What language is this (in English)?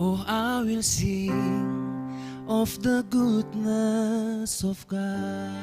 Batak Simalungun